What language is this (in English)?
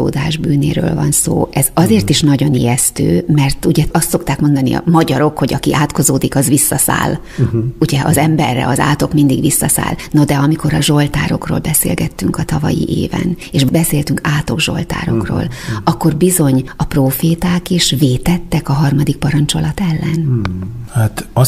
Hungarian